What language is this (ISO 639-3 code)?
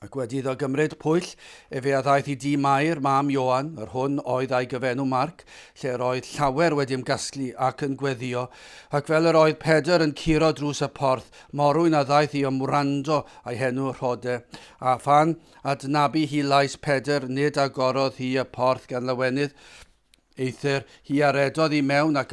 cym